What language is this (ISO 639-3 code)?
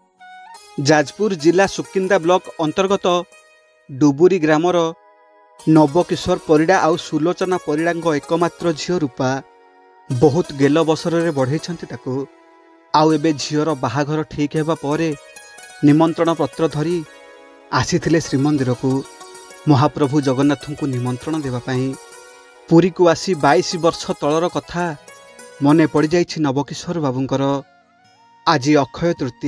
ori